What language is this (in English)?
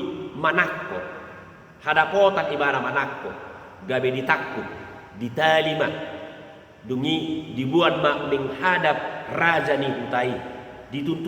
Batak Toba